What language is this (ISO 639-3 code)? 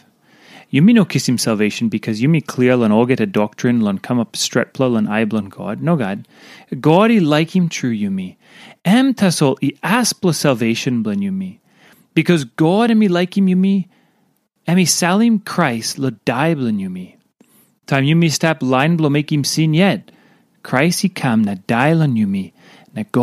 tpi